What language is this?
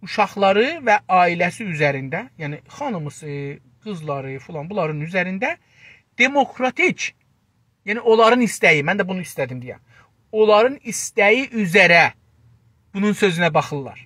South Azerbaijani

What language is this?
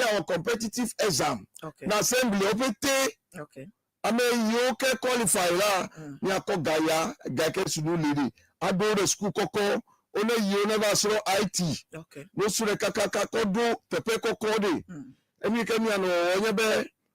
Ewe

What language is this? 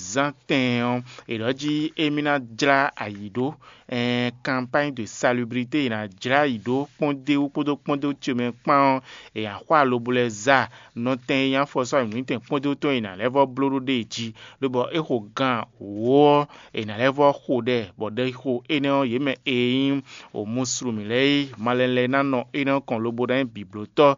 Fon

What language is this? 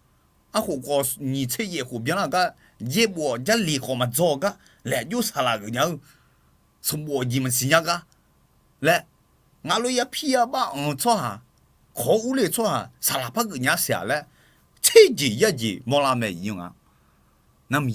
Akha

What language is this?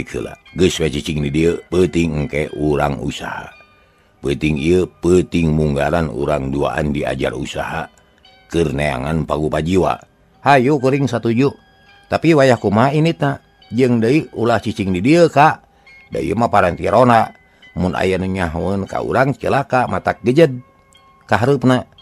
Sundanese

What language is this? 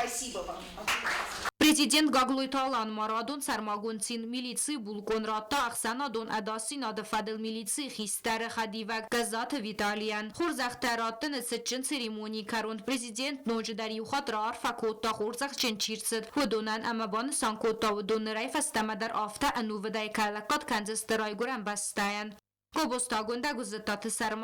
Ossetic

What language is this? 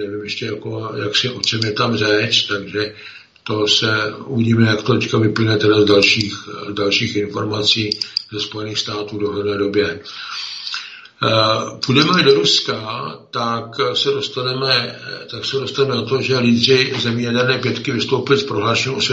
Czech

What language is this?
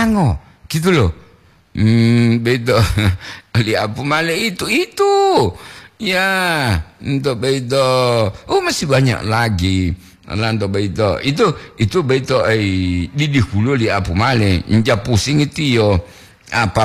Gorontalo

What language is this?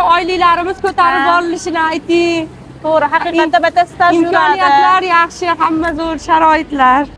Uzbek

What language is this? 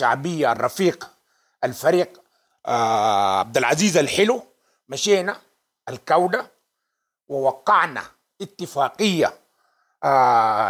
Sudanese Arabic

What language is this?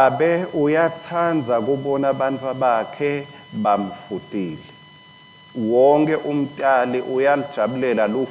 Swati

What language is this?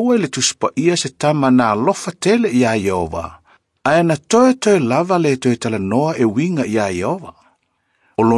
Samoan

